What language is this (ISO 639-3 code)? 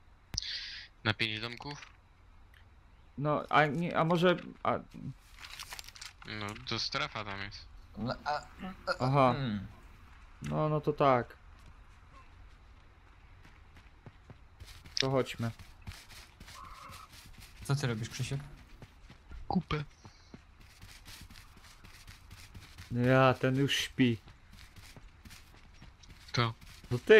pol